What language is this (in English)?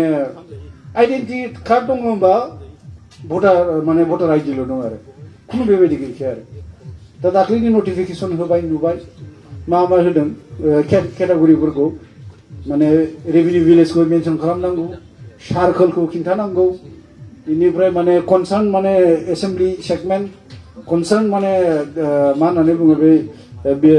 Bodo